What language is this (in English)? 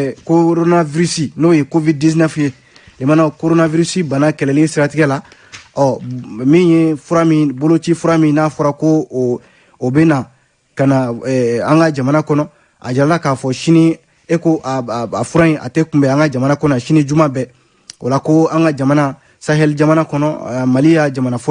Bambara